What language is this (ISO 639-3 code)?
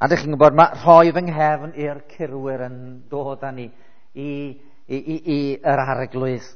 cym